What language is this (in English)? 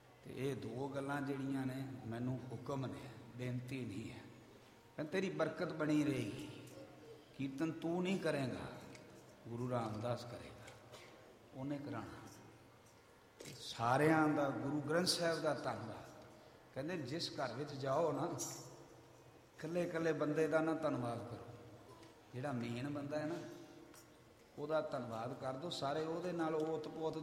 Punjabi